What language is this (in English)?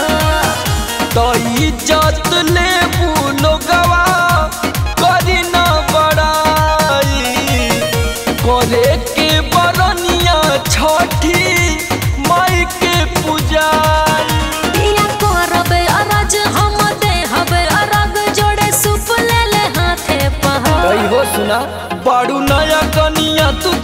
Bhojpuri